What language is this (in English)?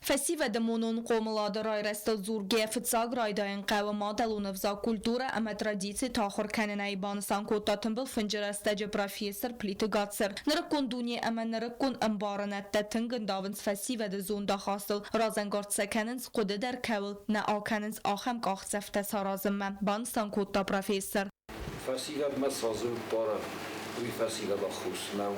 Ossetic